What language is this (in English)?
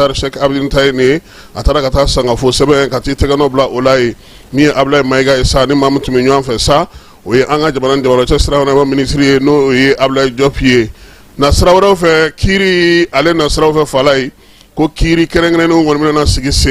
Bambara